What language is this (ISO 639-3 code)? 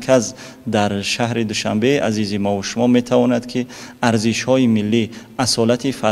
tgk